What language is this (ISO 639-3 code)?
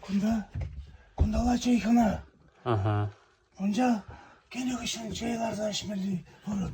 chv